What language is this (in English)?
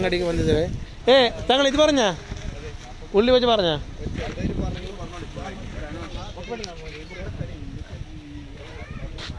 Kannada